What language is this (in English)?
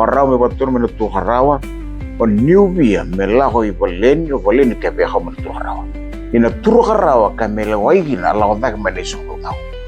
Fijian